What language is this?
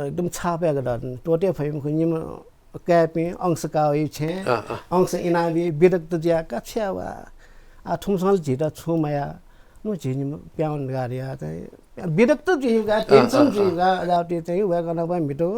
Newari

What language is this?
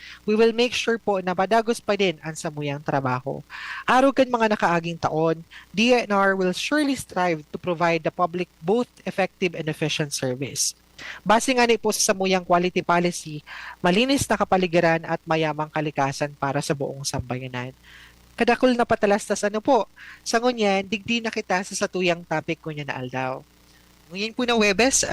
Bikol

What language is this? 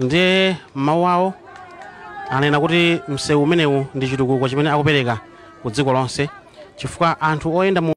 Nyanja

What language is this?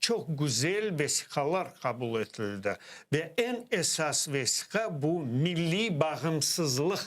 Crimean Tatar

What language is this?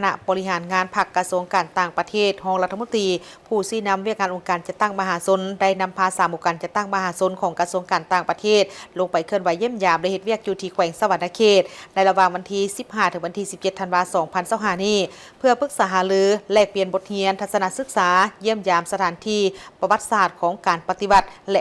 Lao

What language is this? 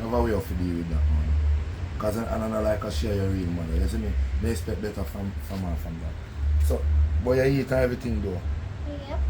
Jamaican Creole English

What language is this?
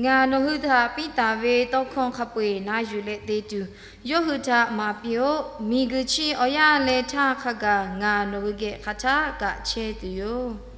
Lahu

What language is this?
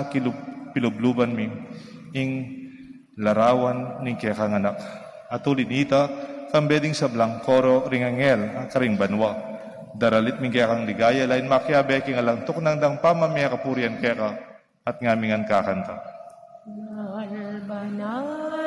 Pampanga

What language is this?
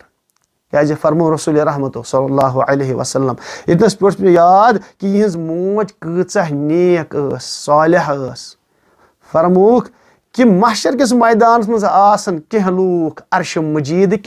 Kashmiri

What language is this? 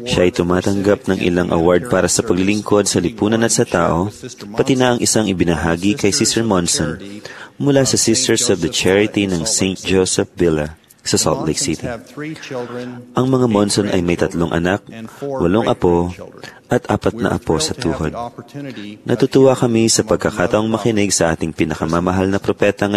Filipino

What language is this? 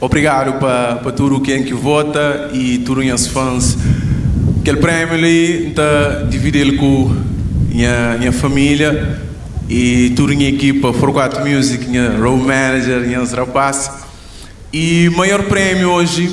Kabuverdianu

